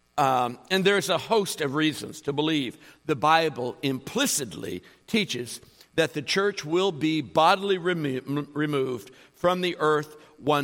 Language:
English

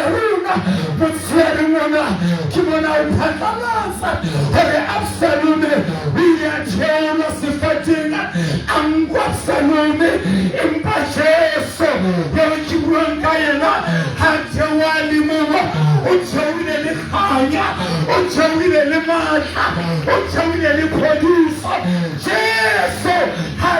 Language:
Southern Sotho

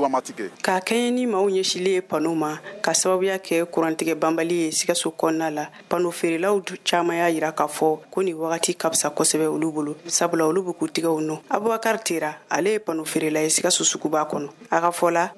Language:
Bambara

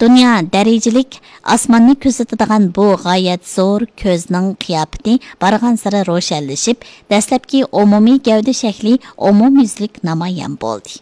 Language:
Uyghur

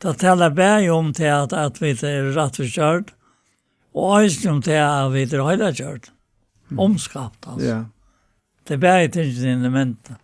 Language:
Faroese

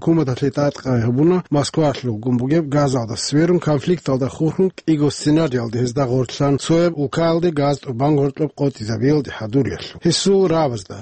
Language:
Avaric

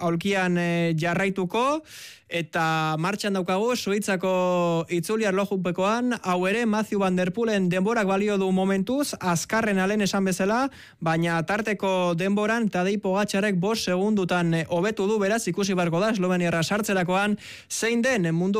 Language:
Basque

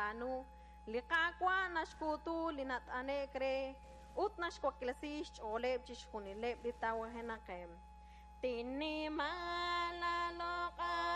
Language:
Kekchí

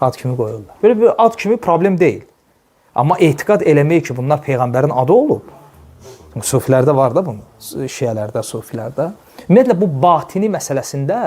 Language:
Azerbaijani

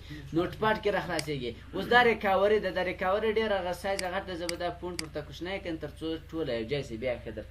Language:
Pashto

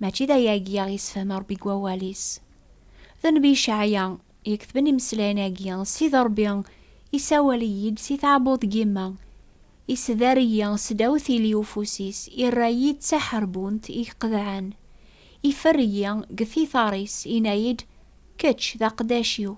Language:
Kabyle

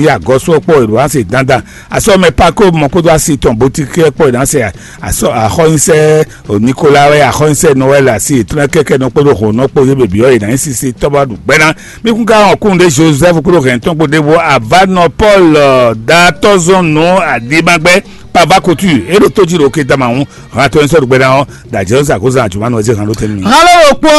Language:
Fon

